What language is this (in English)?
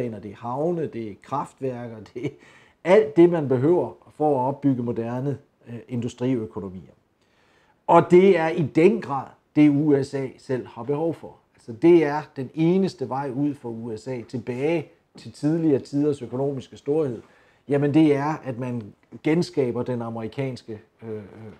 Danish